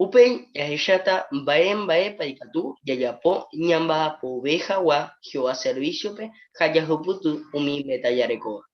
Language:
Guarani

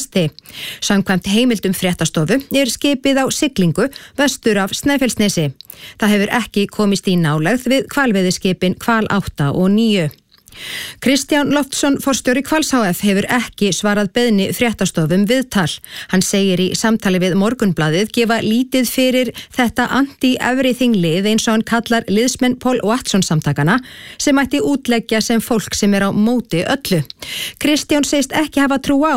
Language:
Icelandic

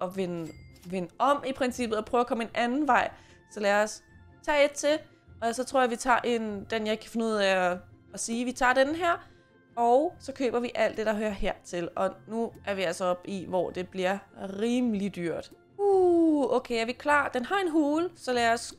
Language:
Danish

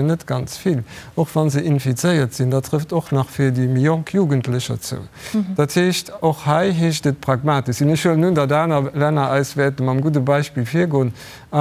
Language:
Luxembourgish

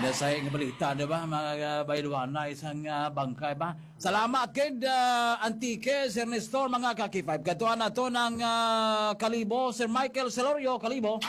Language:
Hiligaynon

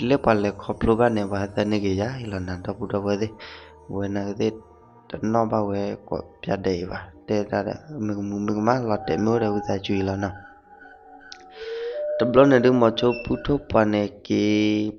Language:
S'gaw Karen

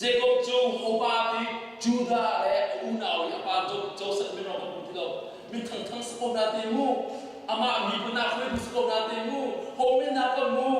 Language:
Hakha Chin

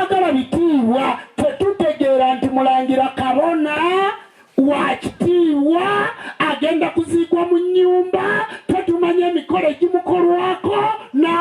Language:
Ganda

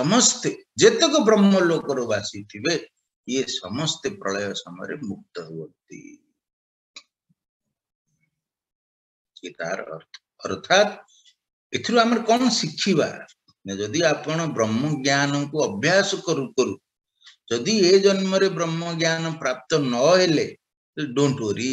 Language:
Odia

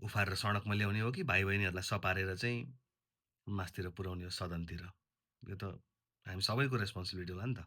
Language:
Nepali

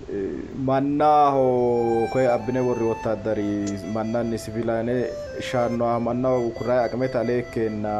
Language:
Sidamo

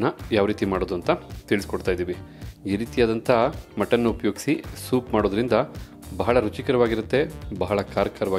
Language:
Kannada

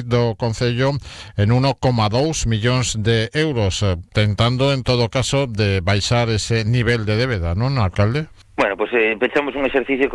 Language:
Galician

